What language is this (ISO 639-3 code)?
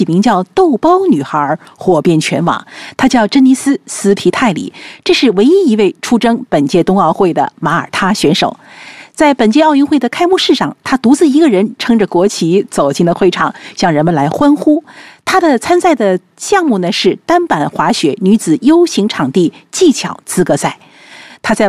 zho